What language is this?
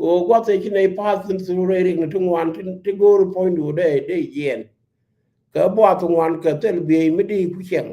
Nuer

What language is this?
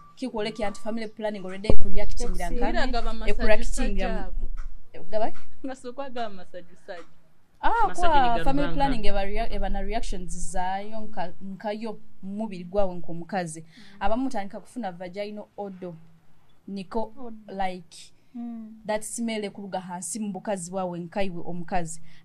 Nyoro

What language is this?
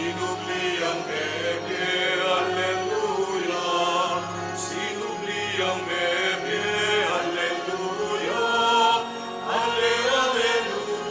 Pampanga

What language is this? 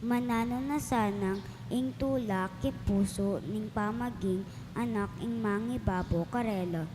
Pampanga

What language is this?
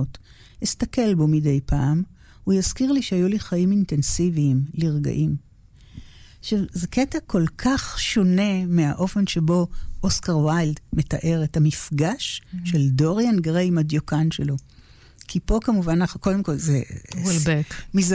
Hebrew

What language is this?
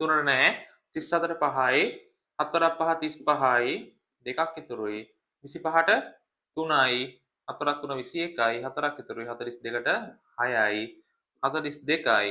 Sinhala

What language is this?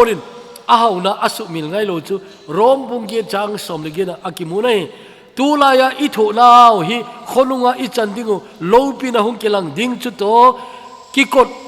Thado Chin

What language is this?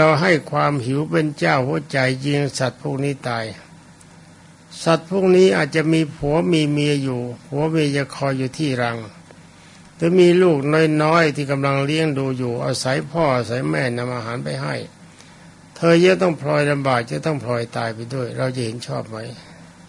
Thai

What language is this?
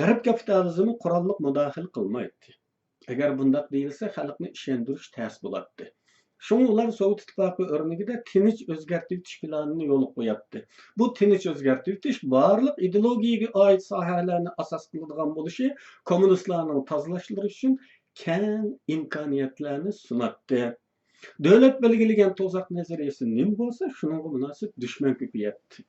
Uyghur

